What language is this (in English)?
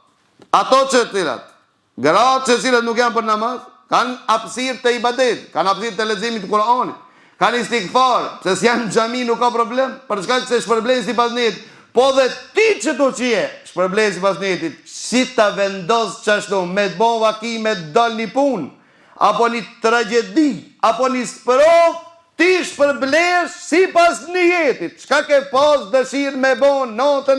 Albanian